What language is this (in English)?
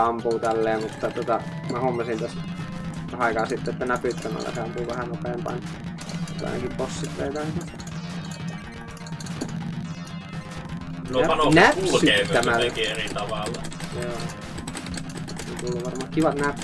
Finnish